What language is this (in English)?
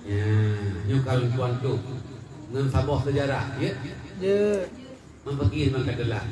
Achinese